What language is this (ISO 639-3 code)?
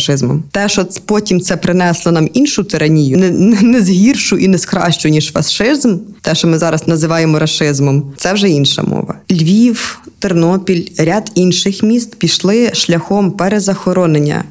ukr